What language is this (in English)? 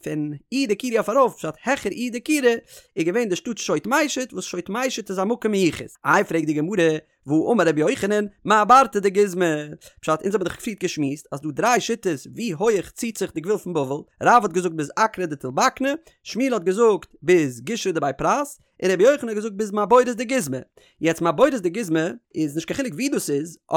Yiddish